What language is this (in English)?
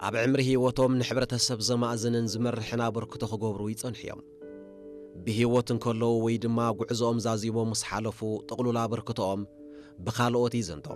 Tigrinya